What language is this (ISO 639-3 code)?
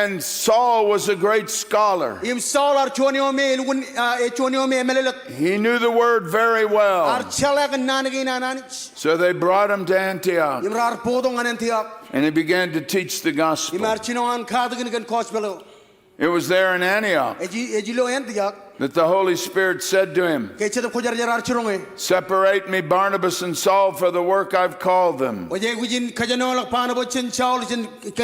mah